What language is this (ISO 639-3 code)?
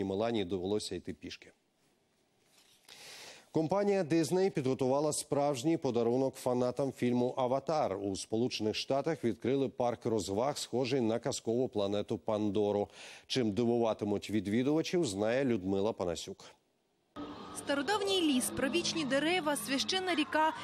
ukr